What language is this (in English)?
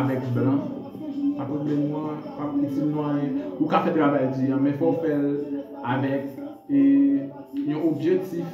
Haitian Creole